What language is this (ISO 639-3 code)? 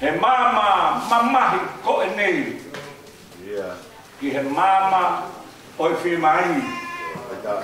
ton